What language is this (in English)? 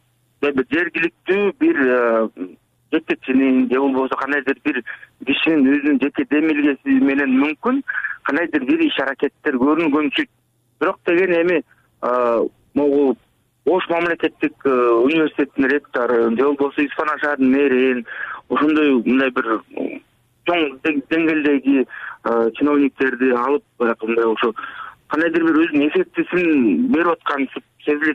Kyrgyz